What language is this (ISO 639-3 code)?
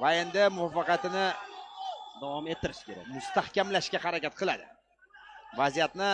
uzb